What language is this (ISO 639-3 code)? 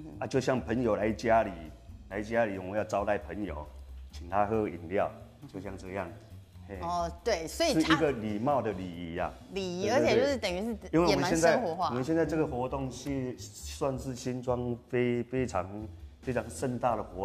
zho